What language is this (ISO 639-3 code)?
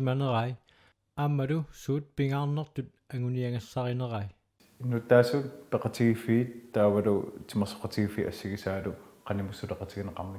kal